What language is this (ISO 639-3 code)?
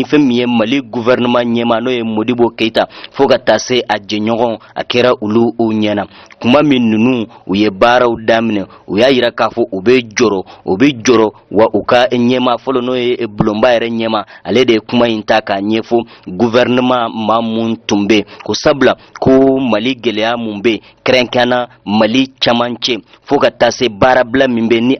bam